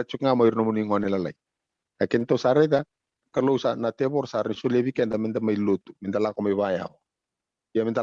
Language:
Fijian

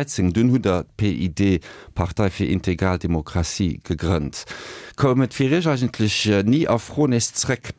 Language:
Luxembourgish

